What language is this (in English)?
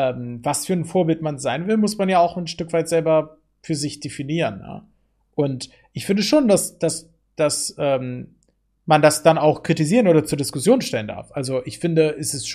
German